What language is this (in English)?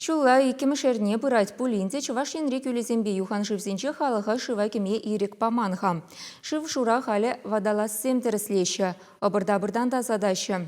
Chuvash